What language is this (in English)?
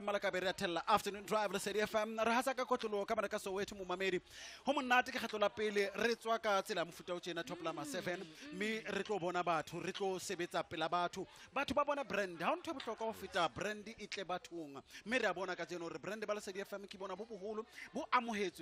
Southern Sotho